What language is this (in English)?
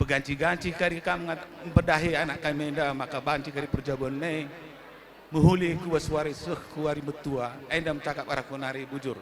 Batak Karo